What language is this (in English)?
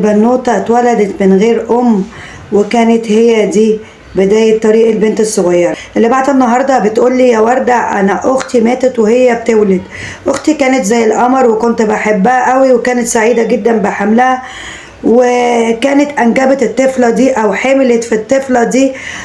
Egyptian Arabic